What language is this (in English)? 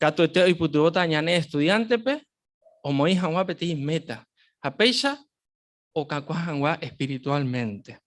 Guarani